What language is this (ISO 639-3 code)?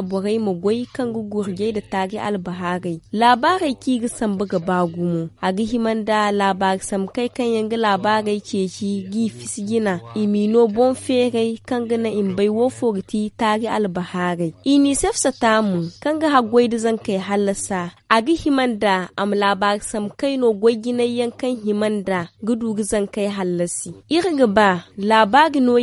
dje